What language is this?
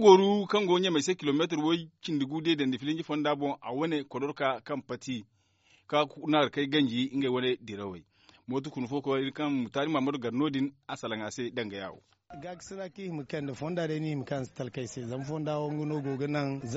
Zarma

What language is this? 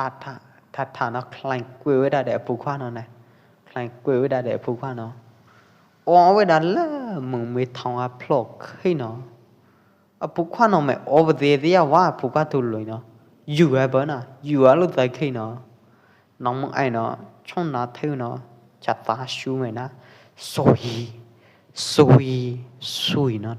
Pwo Eastern Karen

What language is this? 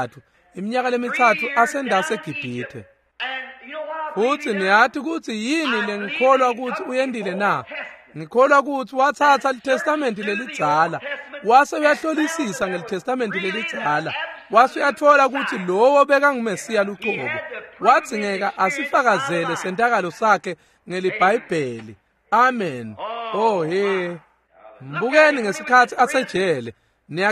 Swati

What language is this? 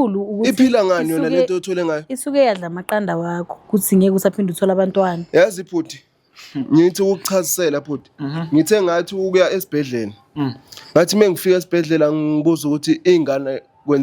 Zulu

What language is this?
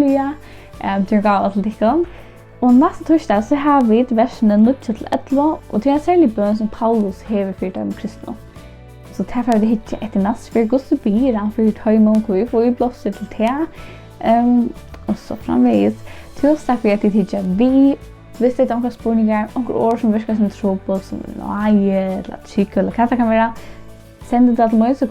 Faroese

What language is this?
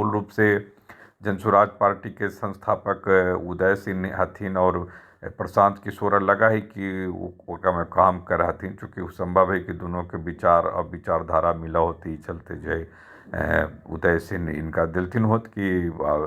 Magahi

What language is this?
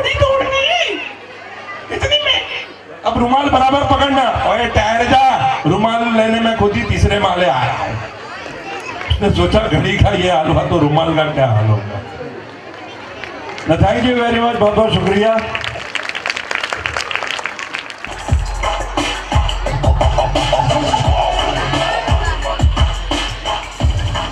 Hindi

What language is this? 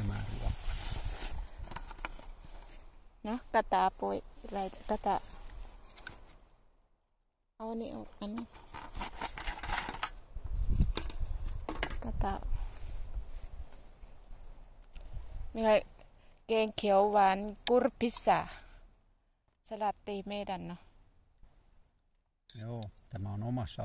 Finnish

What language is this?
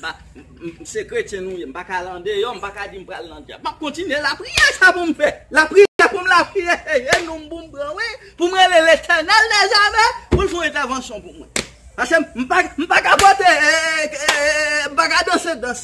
Haitian Creole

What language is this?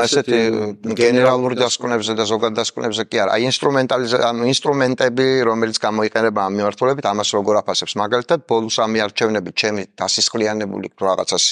Georgian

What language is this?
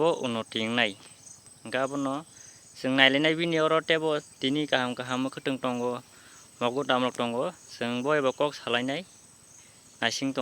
Kok Borok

